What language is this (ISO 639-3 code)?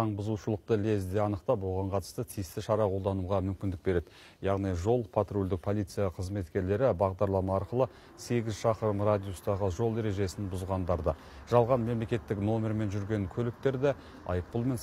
kaz